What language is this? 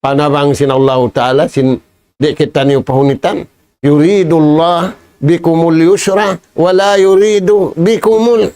Tausug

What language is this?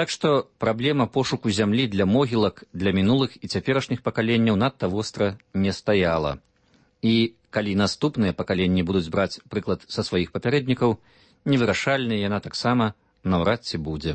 Belarusian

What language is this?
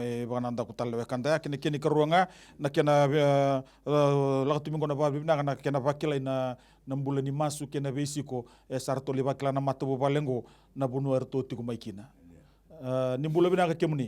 Fijian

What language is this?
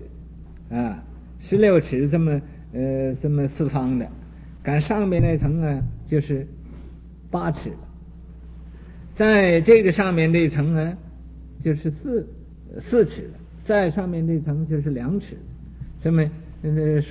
Chinese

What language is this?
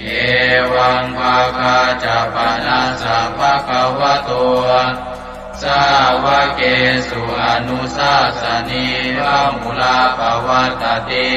Pali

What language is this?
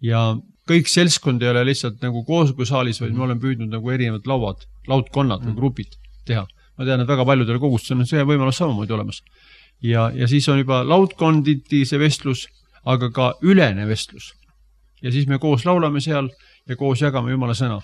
Estonian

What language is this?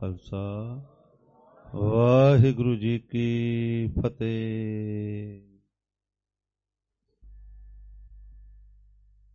Punjabi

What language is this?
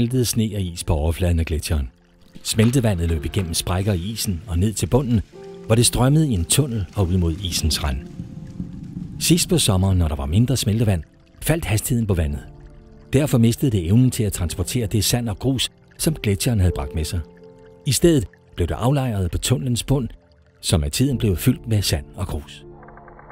Danish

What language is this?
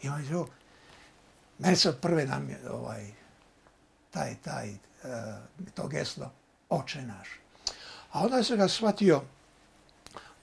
Croatian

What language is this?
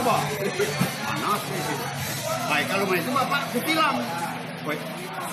Musi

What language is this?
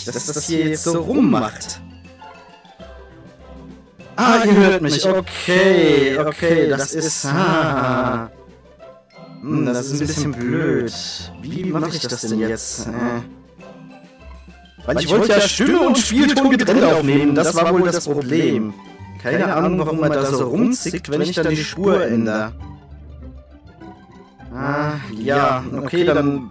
German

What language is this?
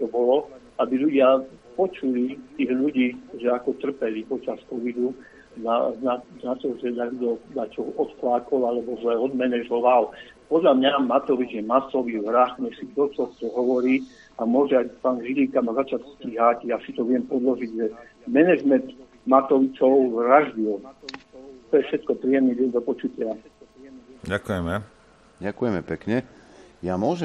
Slovak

